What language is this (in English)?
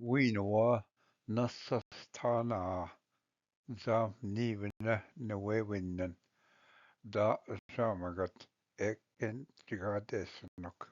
Ojibwa